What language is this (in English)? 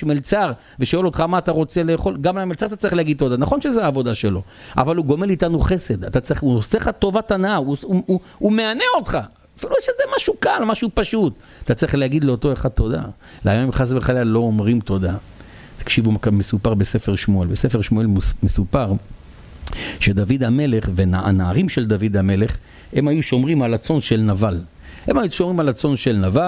Hebrew